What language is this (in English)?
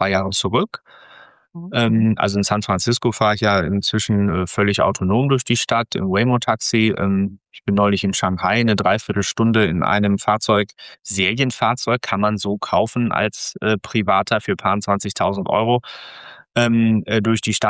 German